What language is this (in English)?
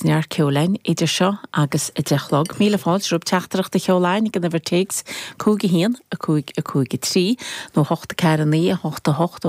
Irish